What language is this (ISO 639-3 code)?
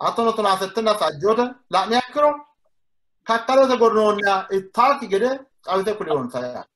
sid